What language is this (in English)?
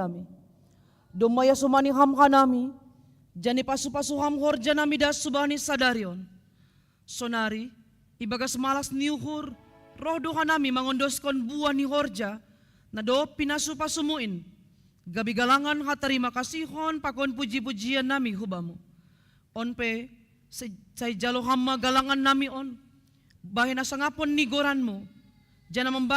Batak Simalungun